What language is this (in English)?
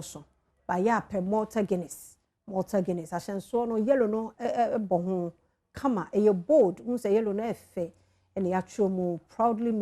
Akan